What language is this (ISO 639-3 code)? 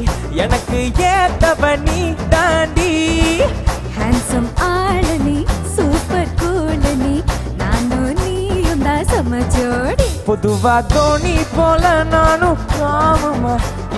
tam